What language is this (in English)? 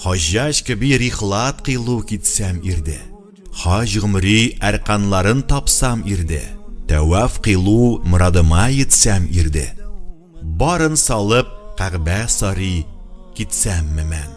Tatar